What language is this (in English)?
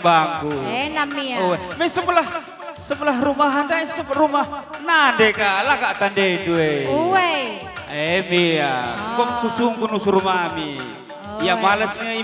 Batak Karo